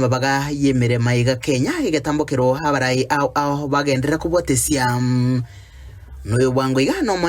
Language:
Gusii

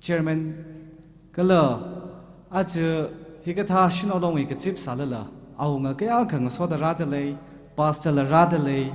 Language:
Tangkhul Naga (India)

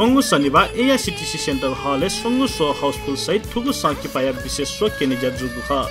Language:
Newari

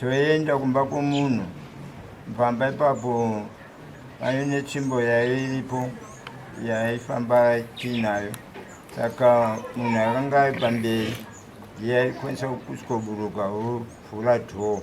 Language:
Shona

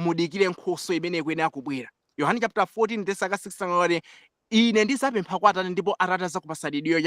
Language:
Nyanja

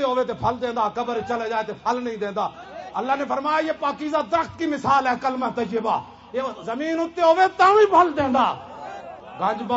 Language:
Western Panjabi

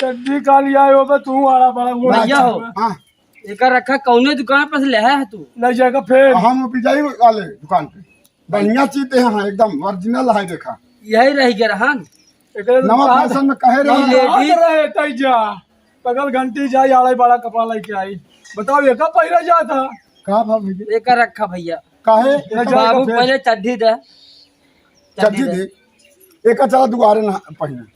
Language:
Awadhi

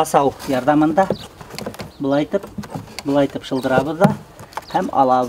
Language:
Bashkir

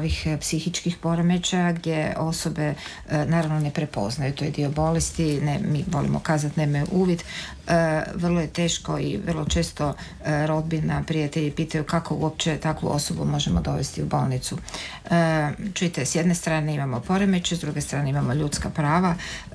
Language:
Croatian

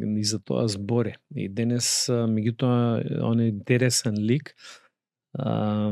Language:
Macedonian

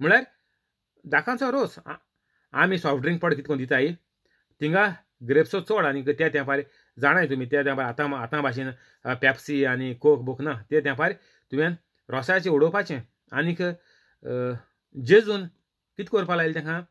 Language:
Konkani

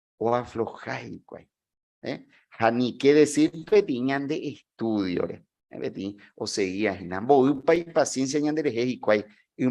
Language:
Guarani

